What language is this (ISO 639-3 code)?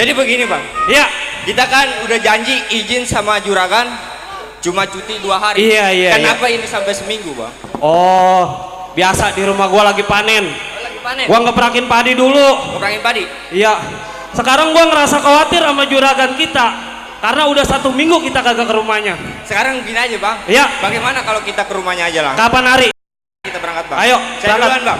bew